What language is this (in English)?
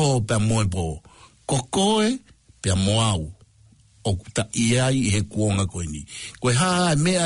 Tongan